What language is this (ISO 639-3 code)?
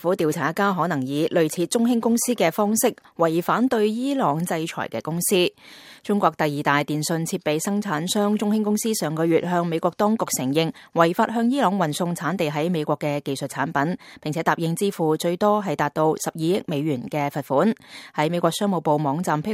yue